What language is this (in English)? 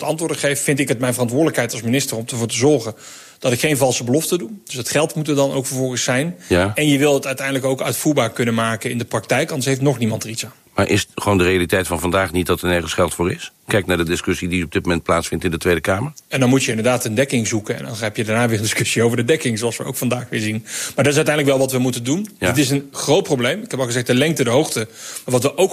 Dutch